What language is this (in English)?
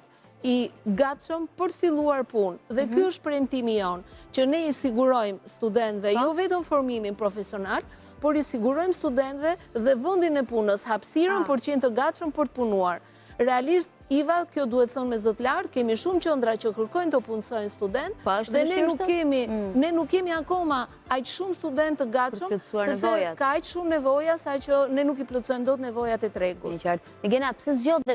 Albanian